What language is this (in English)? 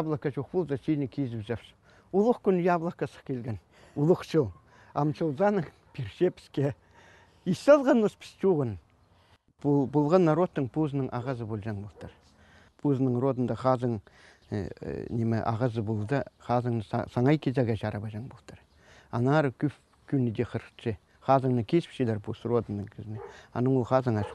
Khakas